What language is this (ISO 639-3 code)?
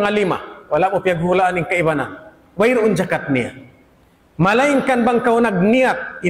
tsg